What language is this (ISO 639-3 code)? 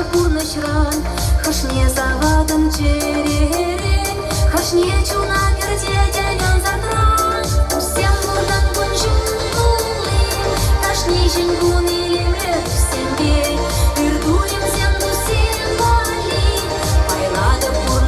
chv